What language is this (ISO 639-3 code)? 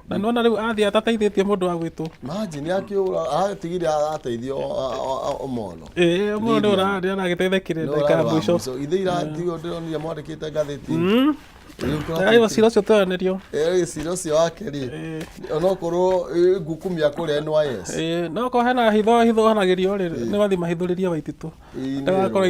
kik